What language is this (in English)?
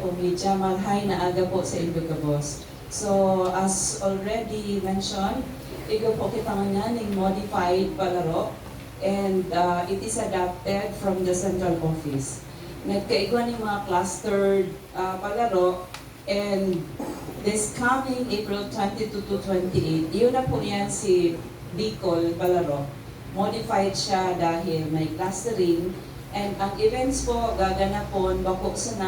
Bikol